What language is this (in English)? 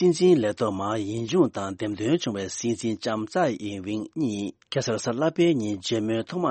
Tibetan